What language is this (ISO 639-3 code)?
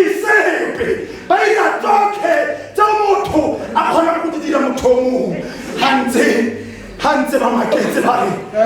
tsn